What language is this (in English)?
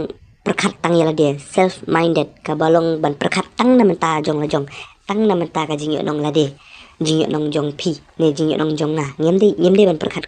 Khasi